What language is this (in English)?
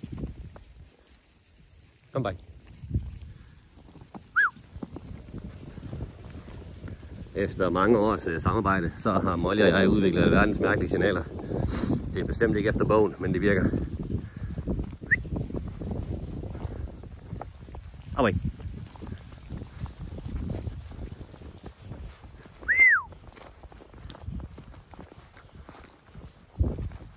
Danish